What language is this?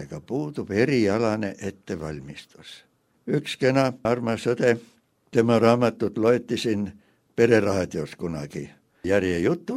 Estonian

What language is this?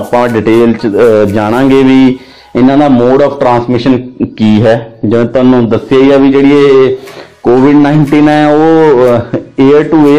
Punjabi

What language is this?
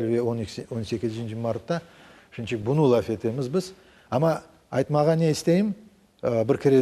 Crimean Tatar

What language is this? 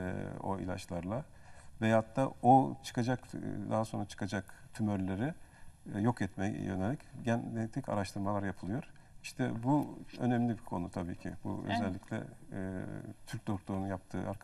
Turkish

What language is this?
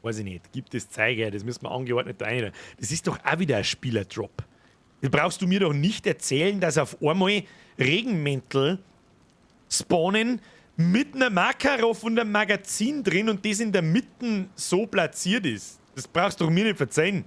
Bavarian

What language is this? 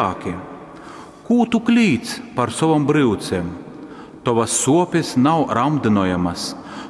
Latgalian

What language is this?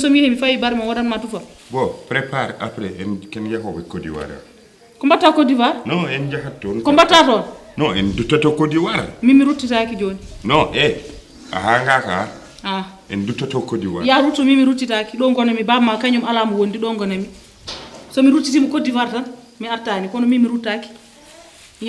Fula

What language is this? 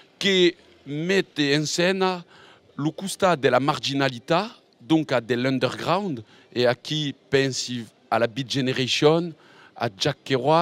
Occitan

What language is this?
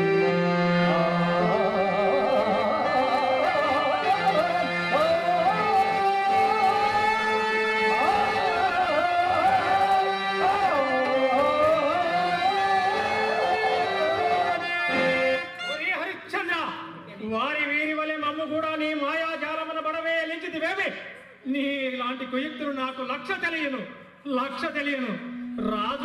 Telugu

